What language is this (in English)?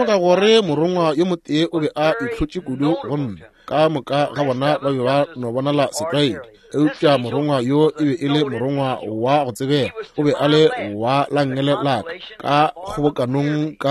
Northern Sotho